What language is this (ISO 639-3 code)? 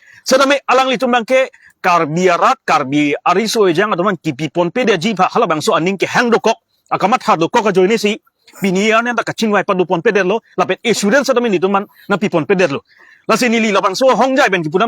mjw